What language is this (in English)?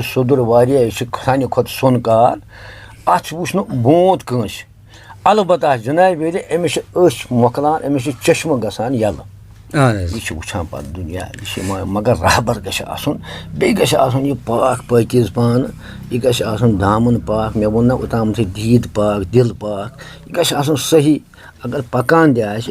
Kashmiri